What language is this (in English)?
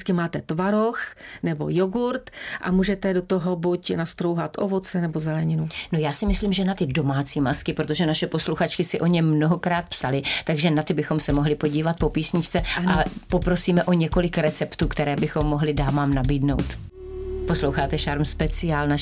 Czech